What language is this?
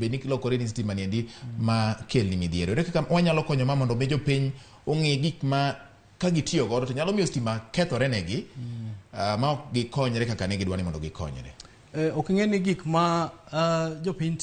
Luo (Kenya and Tanzania)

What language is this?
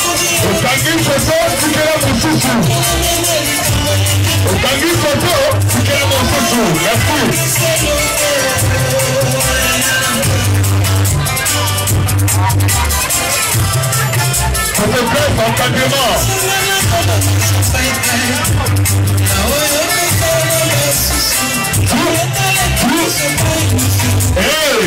Lingala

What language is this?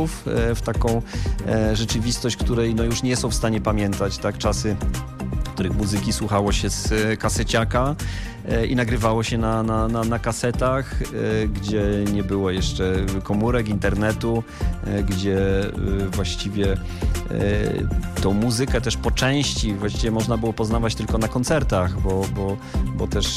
Polish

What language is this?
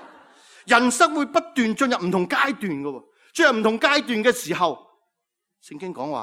Cantonese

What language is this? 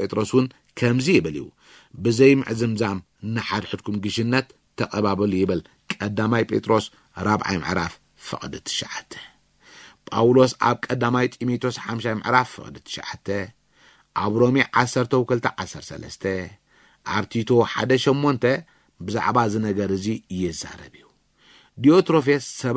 Tigrinya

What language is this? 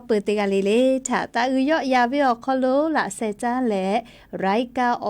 Lahu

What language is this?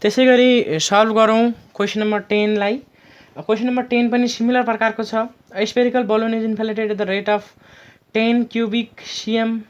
Nepali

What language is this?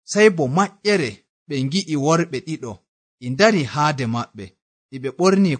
Nigerian Fulfulde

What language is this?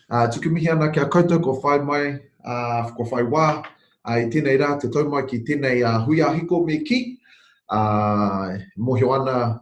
Māori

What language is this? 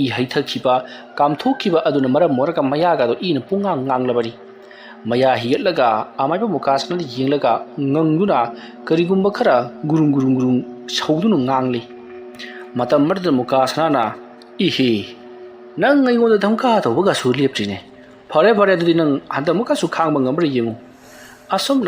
Manipuri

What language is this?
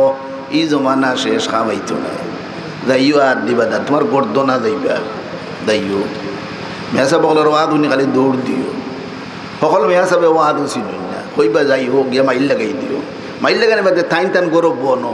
Sylheti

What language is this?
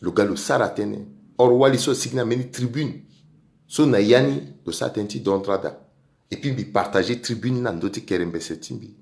Sango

